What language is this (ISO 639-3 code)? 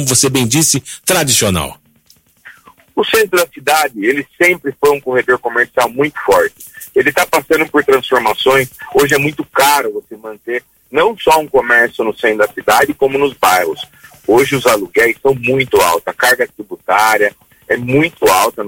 por